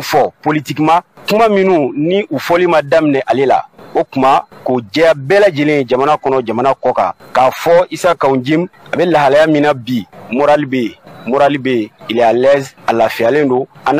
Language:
Bambara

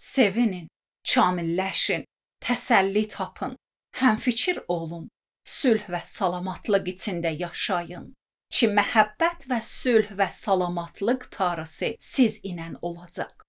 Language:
Azerbaijani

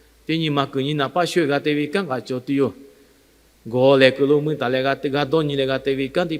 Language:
Lahu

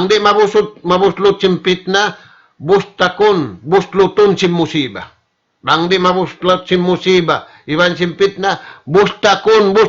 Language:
Tausug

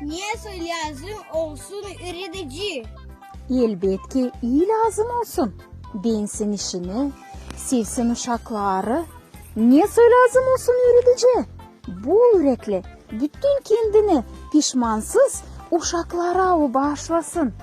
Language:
Gagauz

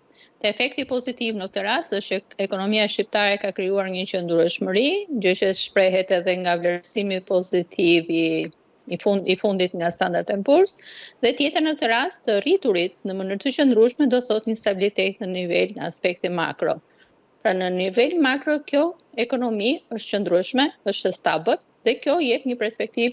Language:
Albanian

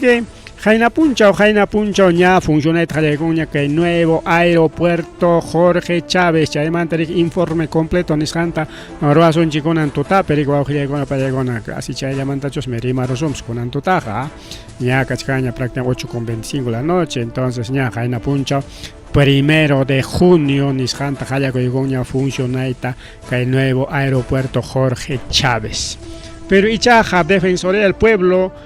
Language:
Ayacucho Quechua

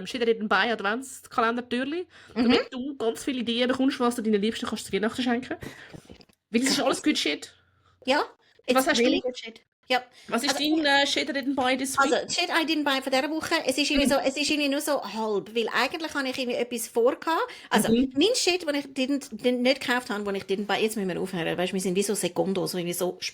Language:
Swiss German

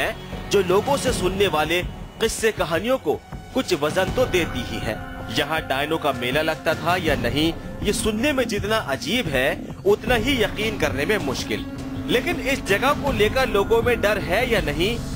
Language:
Hindi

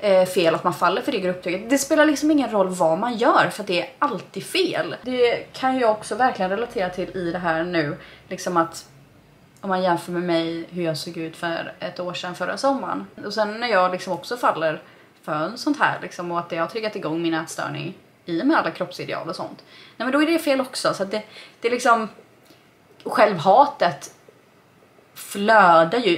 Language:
Swedish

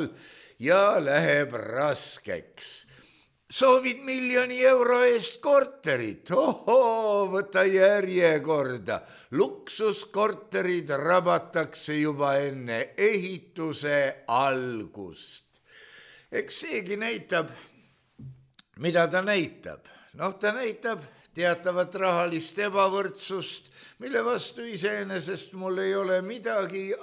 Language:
Estonian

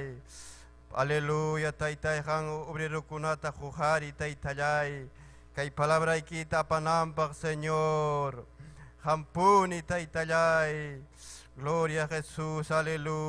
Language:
Ayacucho Quechua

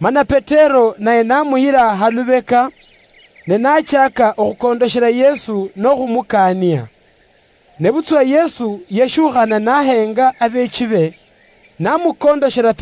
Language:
Luyia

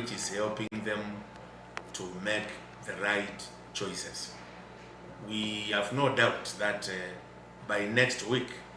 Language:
Gusii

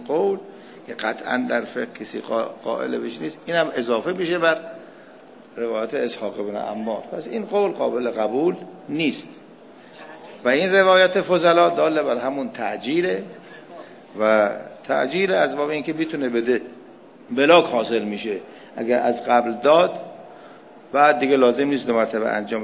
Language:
Persian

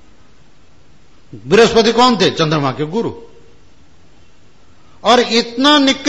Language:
Hindi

